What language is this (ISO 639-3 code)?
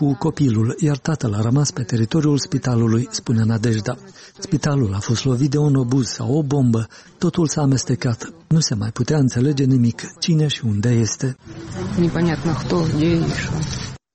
ron